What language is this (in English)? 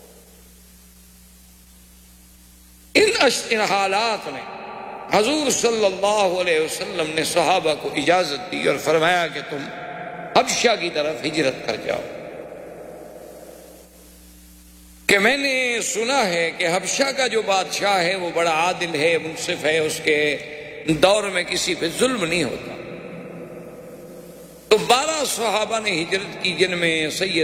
Urdu